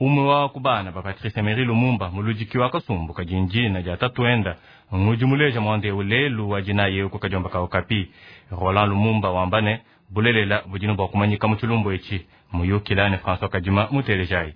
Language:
Luba-Lulua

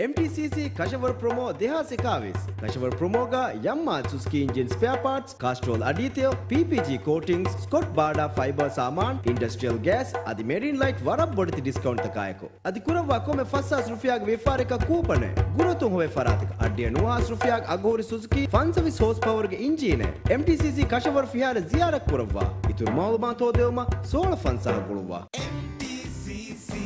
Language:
Divehi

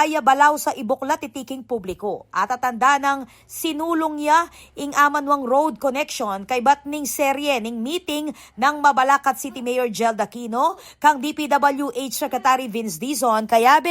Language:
Pampanga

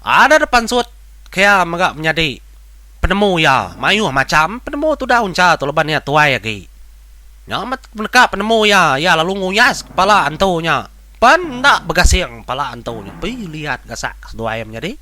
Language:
Iban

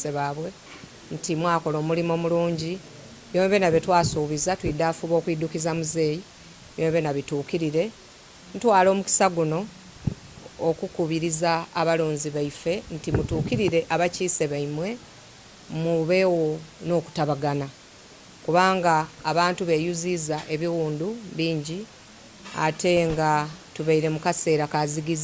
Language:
Soga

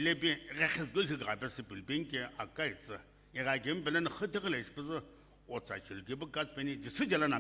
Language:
Sumi Naga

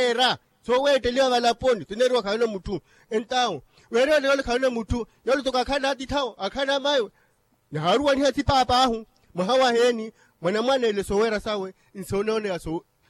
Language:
Makhuwa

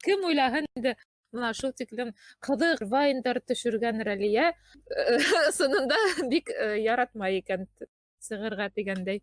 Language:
Bashkir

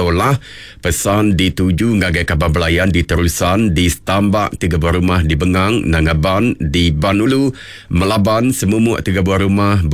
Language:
Iban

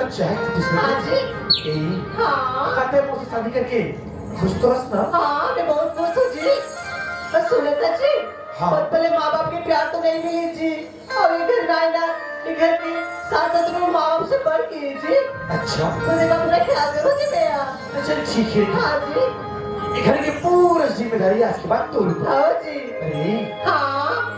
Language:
Chhattisgarhi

